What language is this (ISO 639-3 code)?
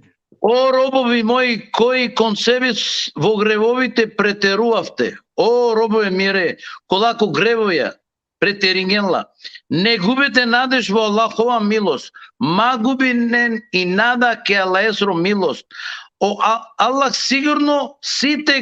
rmn